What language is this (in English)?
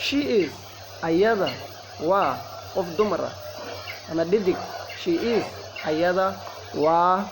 Somali